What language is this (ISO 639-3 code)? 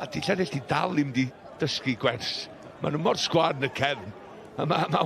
cym